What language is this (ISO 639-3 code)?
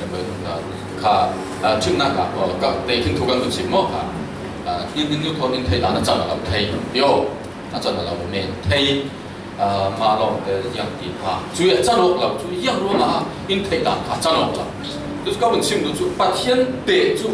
cfm